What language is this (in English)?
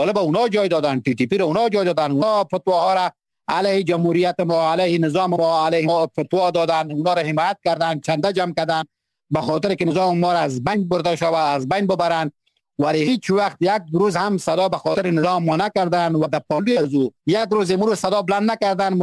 Persian